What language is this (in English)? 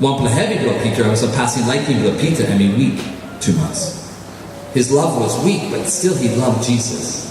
Tok Pisin